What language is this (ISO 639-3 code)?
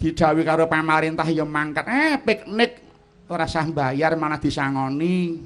jav